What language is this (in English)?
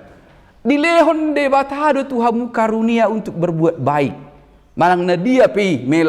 Batak Toba